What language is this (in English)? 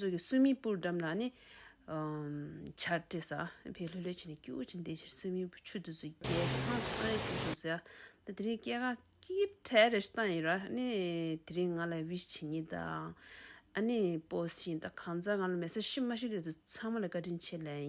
Tibetan